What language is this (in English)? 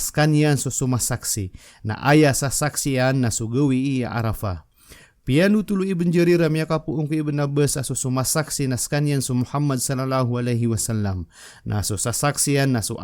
Maranao